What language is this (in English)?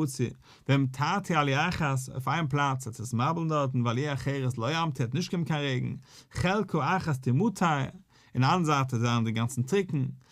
Yiddish